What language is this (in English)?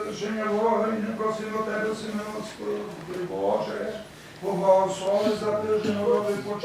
Rusyn